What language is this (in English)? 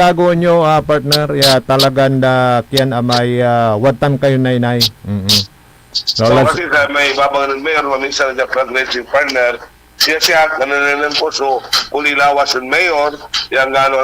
Pangasinan